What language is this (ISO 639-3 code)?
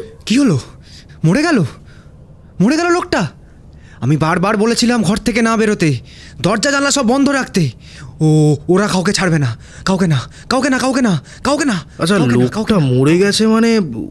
ben